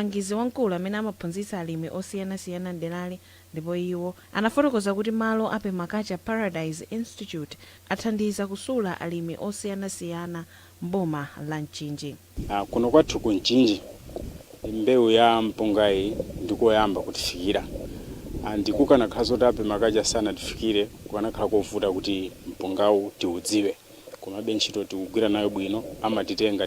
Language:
Nyanja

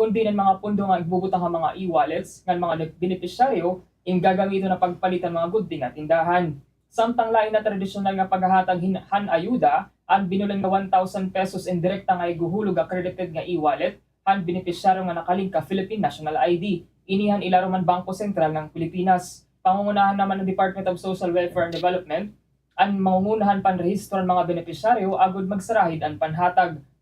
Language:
Waray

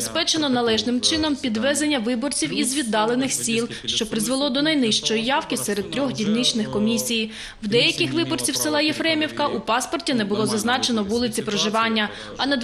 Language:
Ukrainian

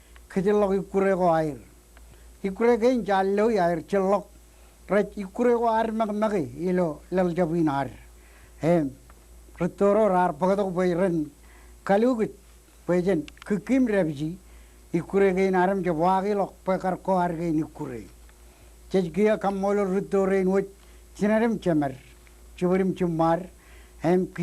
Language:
Marshallese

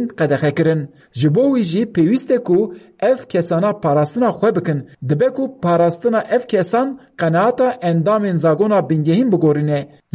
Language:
Kurdish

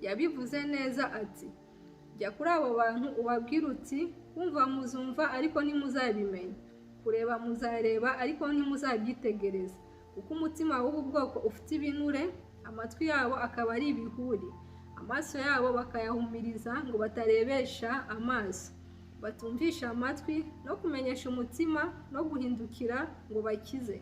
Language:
Kinyarwanda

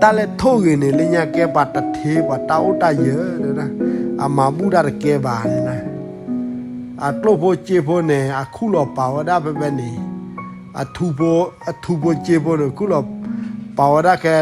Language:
S'gaw Karen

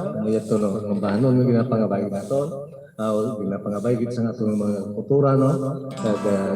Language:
Hiligaynon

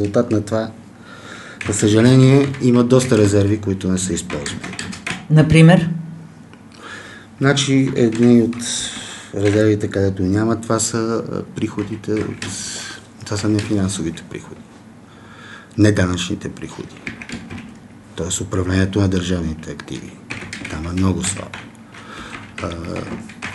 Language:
Bulgarian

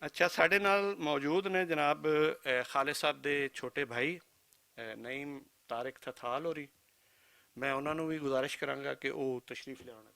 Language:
Western Panjabi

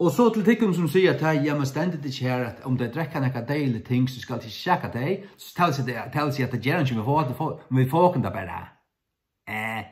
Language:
Faroese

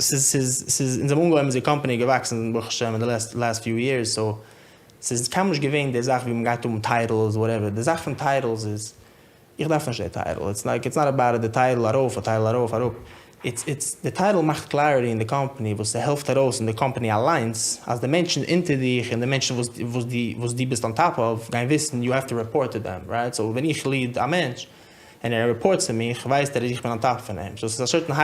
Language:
Yiddish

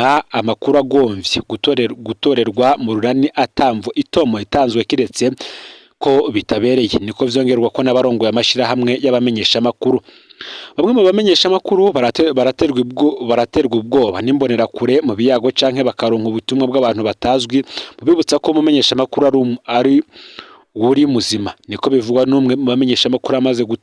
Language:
Rundi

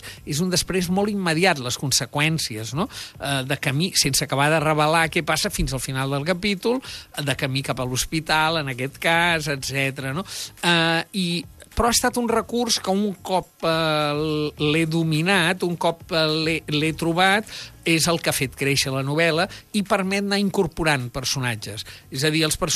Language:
Catalan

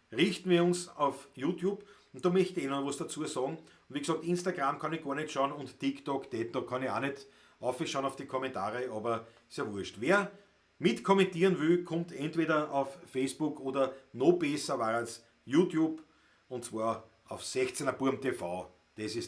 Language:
Bavarian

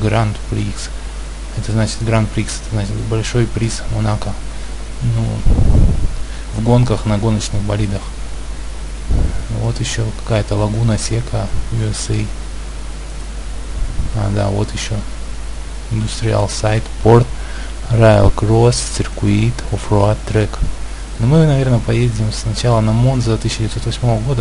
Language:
Russian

